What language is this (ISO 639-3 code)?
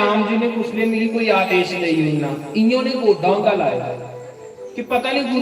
doi